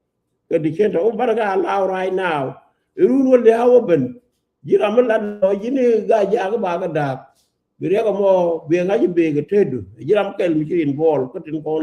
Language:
Nuer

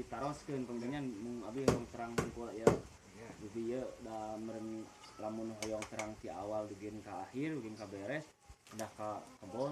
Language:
Sundanese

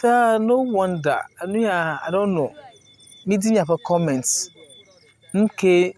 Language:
Ewe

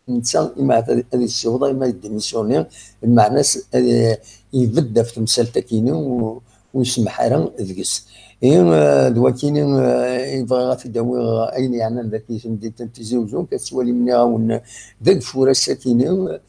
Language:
Kabyle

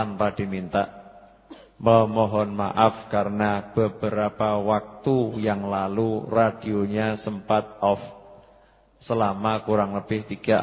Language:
Indonesian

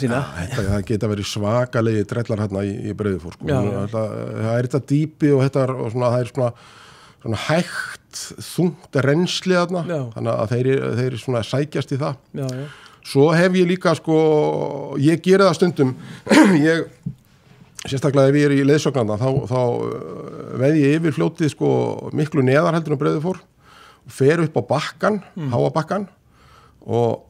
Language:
Icelandic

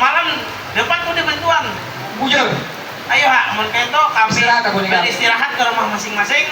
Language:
Banjar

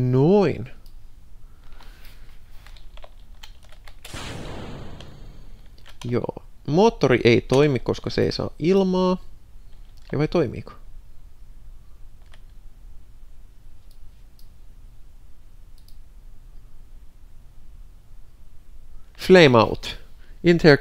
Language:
Finnish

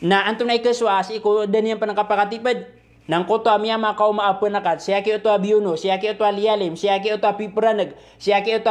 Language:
Maranao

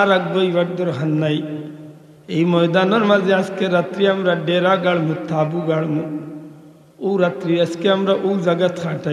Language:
Sylheti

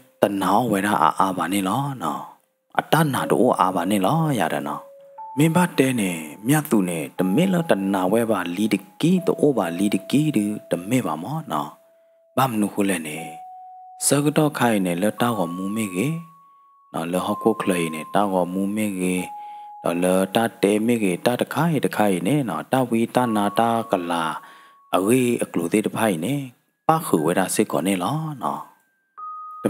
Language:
S'gaw Karen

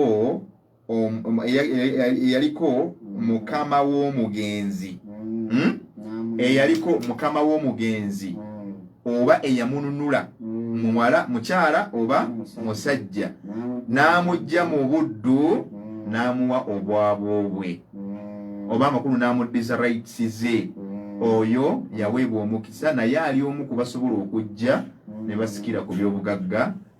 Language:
Ganda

